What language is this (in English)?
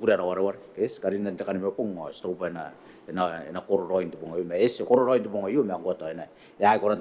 Gilbertese